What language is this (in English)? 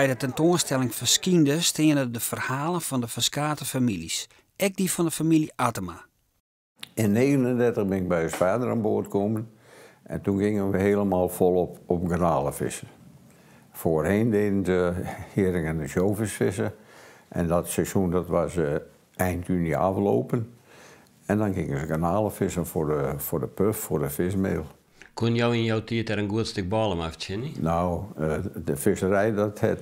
Western Frisian